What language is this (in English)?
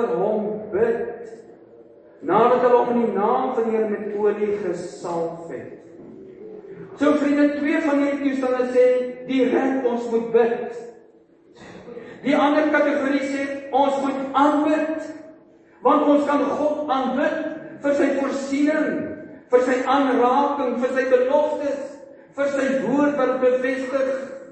Afrikaans